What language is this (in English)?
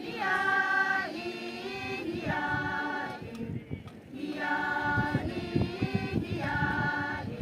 Yimchungru Naga